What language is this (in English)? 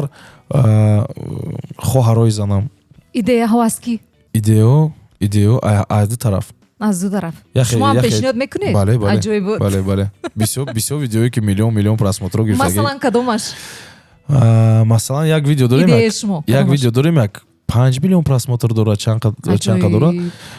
Tajik